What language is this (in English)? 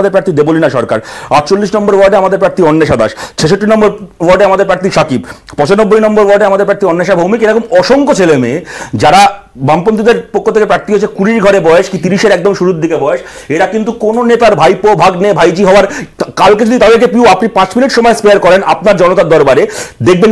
Bangla